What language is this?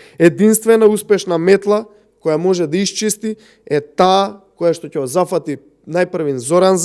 Macedonian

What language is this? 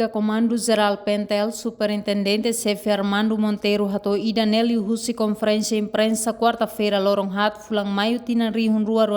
Tetum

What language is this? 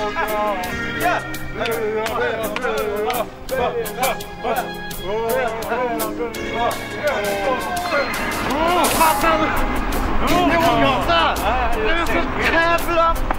Swedish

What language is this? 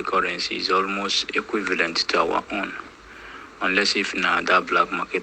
Igbo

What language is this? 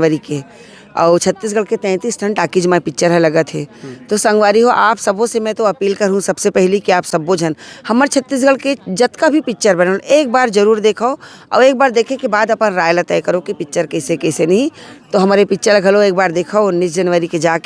Chhattisgarhi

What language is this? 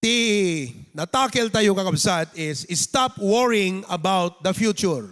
Iloko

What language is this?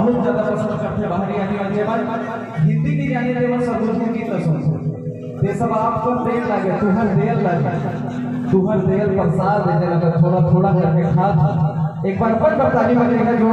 Chhattisgarhi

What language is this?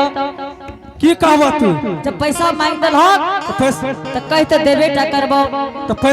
Angika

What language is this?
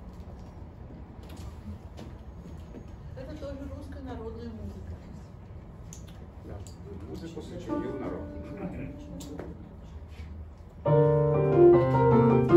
Russian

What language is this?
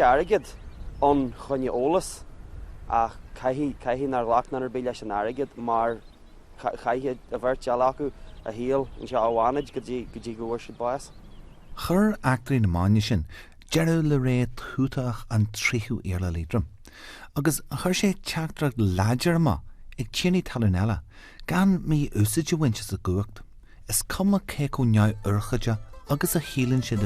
Irish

